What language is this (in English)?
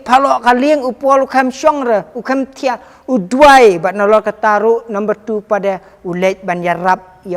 Khasi